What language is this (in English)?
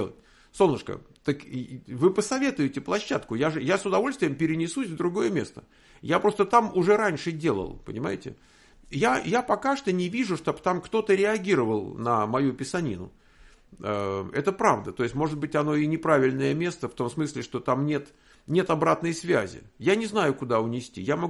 Russian